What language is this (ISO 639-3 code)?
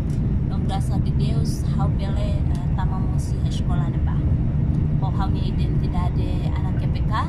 tet